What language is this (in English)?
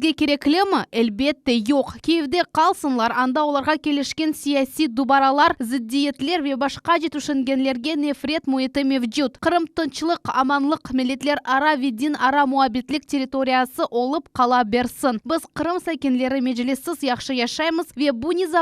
Crimean Tatar